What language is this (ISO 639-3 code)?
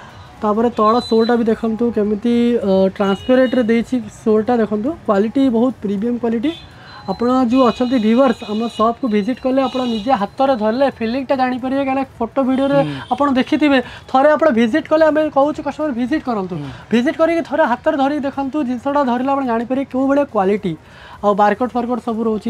ori